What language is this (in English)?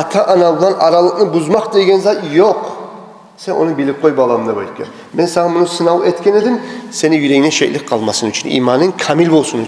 Kumyk